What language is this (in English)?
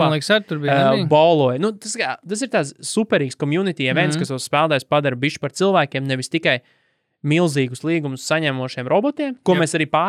Latvian